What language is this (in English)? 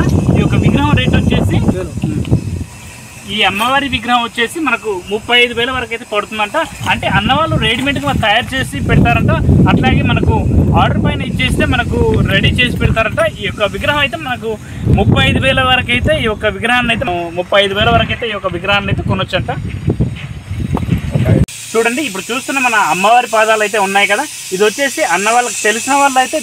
Telugu